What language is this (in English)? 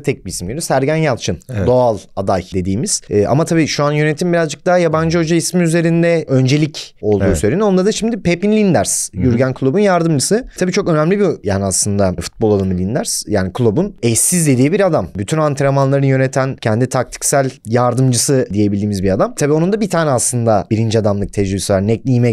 Turkish